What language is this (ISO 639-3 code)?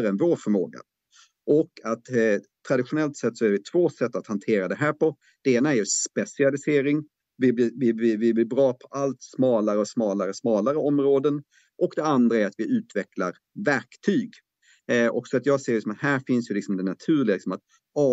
swe